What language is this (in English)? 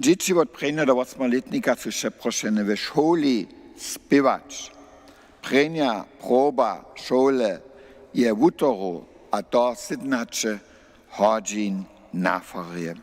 Upper Sorbian